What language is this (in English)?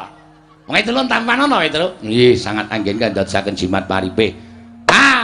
Javanese